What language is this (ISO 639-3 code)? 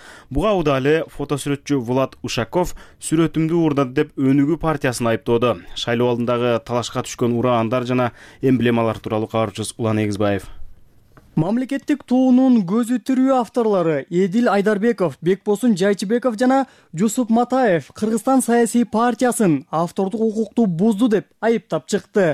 kir